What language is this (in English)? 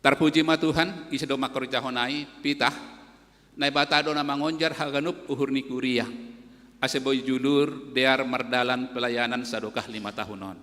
Batak Simalungun